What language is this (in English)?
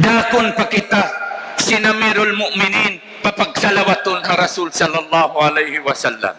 Tausug